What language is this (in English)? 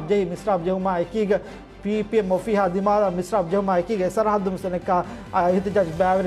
Divehi